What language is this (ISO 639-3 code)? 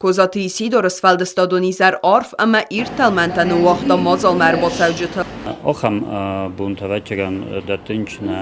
oss